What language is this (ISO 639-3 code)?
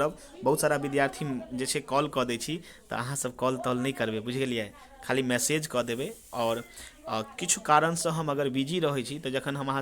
mai